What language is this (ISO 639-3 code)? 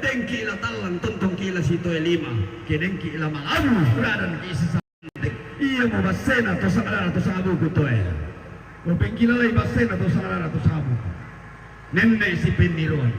sda